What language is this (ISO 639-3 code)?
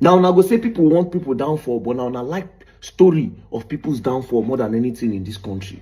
pcm